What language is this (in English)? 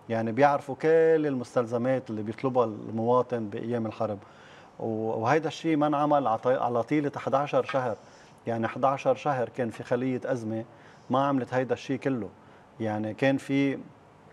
North Levantine Arabic